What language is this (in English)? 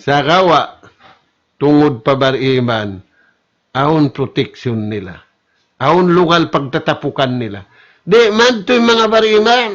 Tausug